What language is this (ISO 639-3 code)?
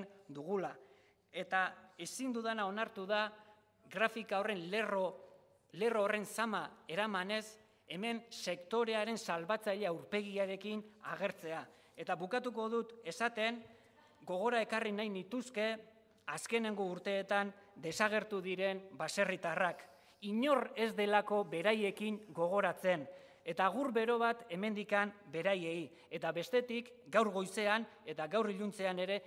eus